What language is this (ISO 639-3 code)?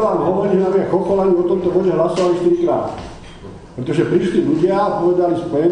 slk